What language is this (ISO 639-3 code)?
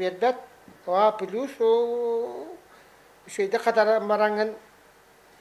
sah